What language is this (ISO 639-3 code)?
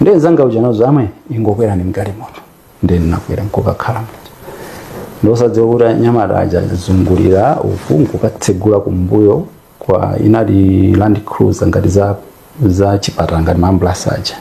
nya